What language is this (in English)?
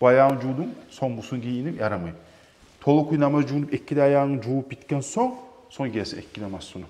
Kumyk